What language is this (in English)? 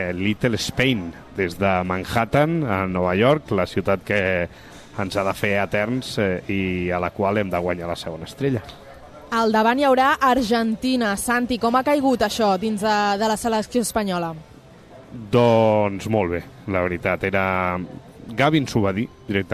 Catalan